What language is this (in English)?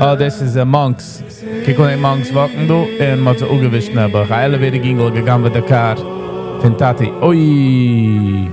Yiddish